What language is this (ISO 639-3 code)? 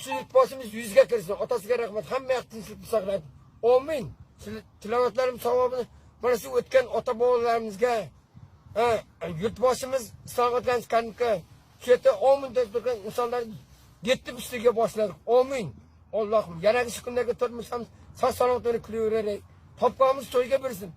uzb